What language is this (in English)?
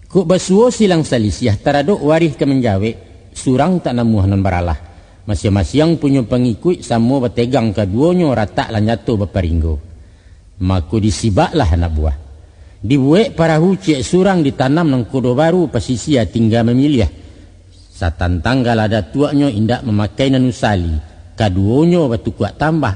Minangkabau